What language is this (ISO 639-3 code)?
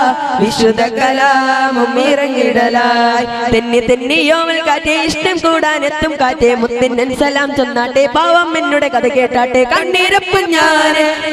mal